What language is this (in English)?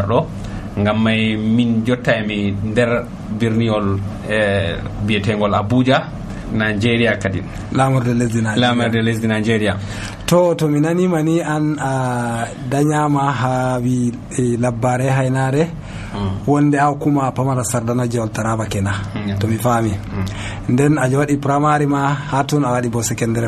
Nigerian Fulfulde